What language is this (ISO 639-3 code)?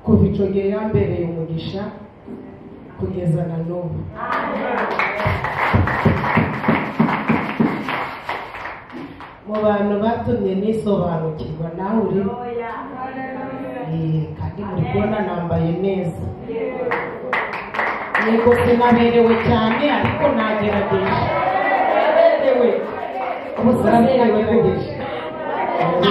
kin